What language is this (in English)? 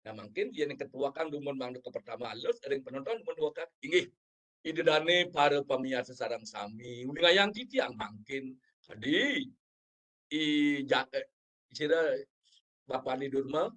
Balinese